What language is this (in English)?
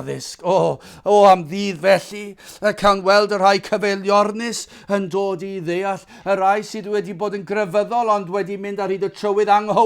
Welsh